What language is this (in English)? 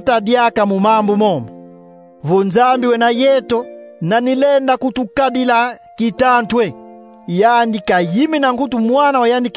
Kongo